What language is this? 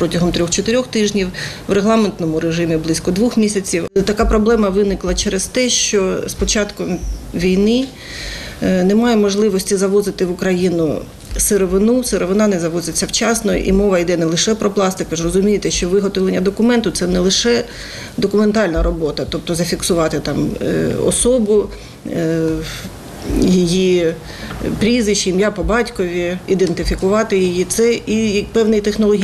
Ukrainian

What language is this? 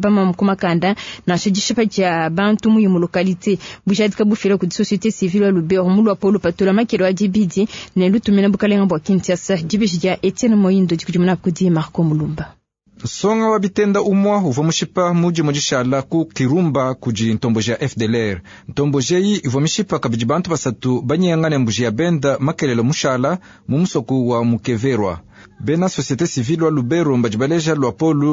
Luba-Lulua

